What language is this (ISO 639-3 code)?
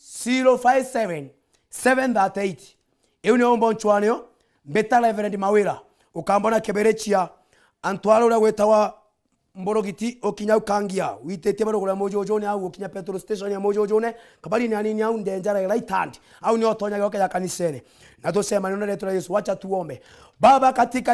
mer